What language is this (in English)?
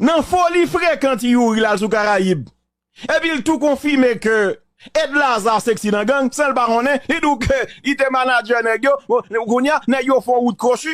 Haitian Creole